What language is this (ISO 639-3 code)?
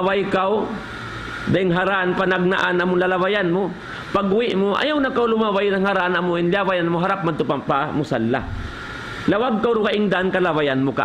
tsg